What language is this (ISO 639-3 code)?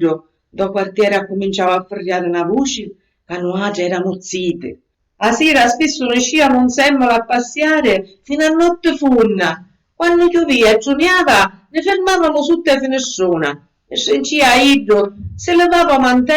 scn